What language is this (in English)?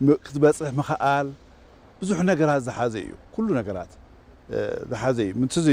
Tigrinya